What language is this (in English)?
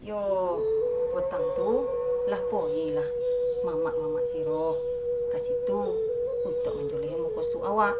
Minangkabau